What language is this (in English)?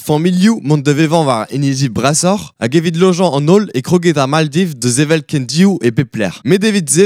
Breton